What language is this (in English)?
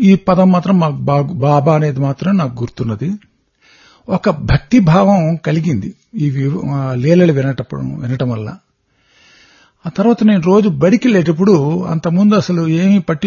Telugu